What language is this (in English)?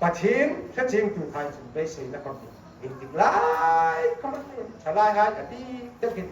Hmar